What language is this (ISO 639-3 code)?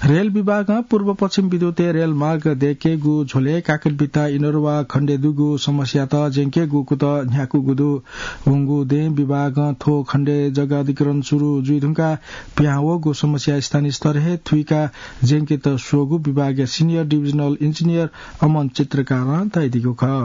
new